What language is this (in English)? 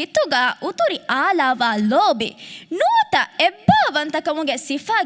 Divehi